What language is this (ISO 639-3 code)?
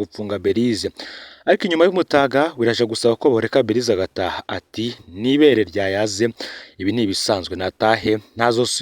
run